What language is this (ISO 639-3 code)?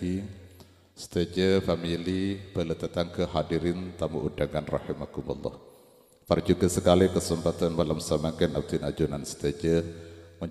mad